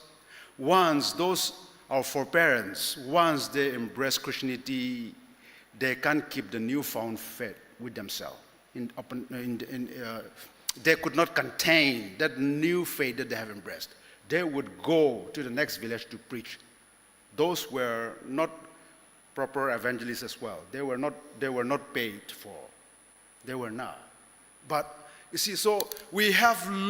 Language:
Ao Naga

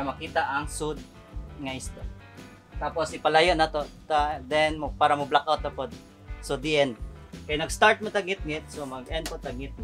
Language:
Cebuano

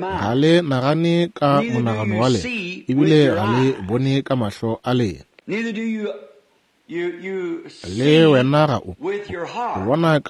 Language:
Northern Sotho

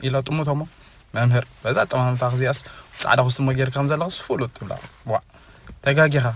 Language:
Tigrinya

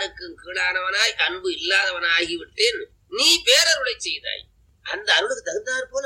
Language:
Tamil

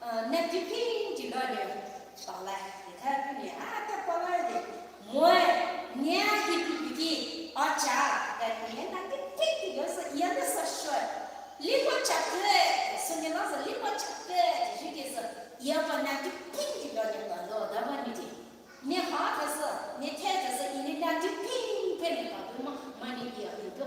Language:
Poumei Naga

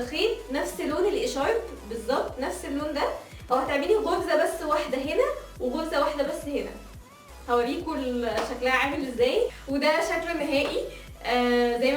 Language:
Egyptian Arabic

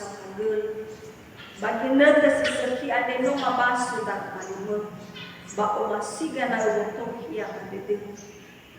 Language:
Nias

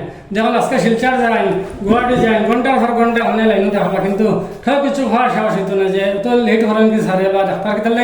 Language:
Sylheti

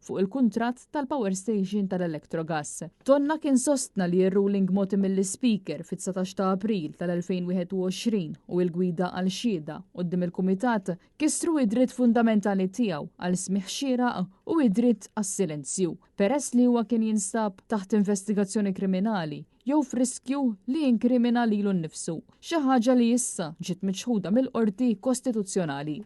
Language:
Maltese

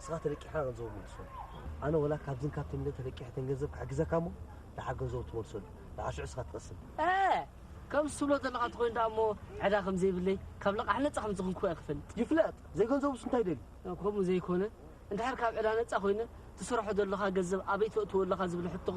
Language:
Tigrinya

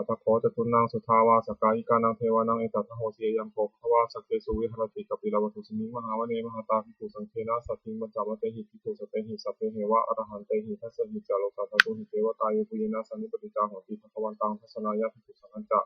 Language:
Pali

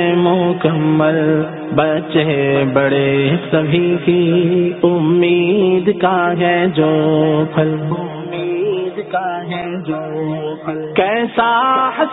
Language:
Urdu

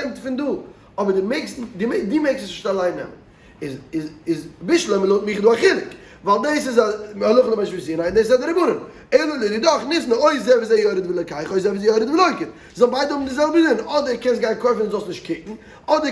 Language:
Yiddish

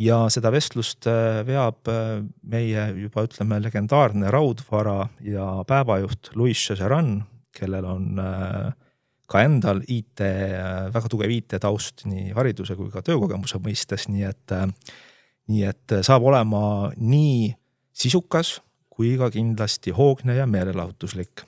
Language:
Estonian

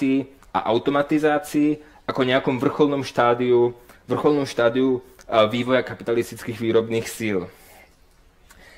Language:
Slovak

